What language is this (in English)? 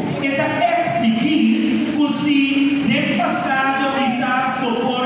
Papiamento